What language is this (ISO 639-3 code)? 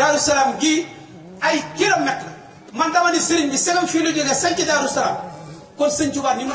wol